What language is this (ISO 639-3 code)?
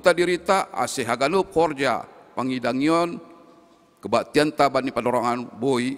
bts